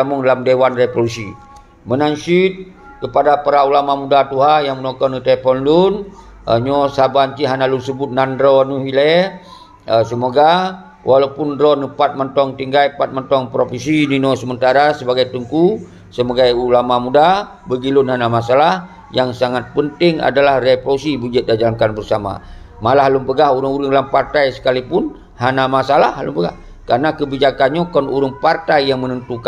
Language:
Achinese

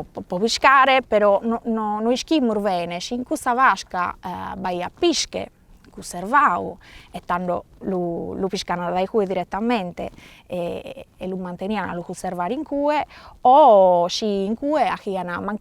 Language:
Sardinian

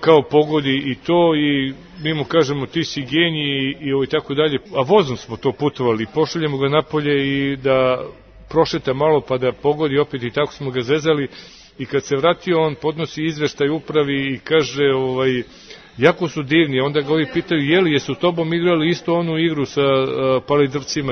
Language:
Serbian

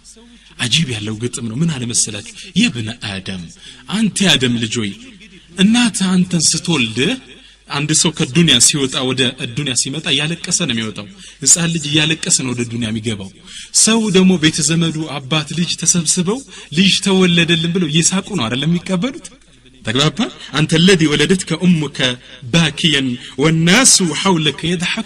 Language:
Amharic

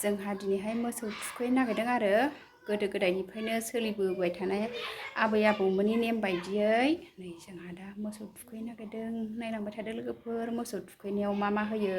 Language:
Bodo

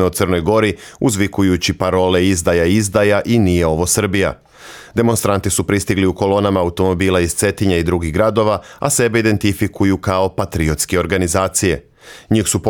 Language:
Serbian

